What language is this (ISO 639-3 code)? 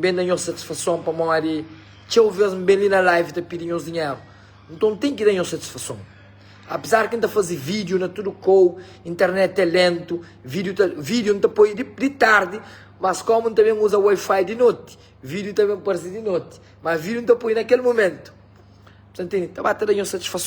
kea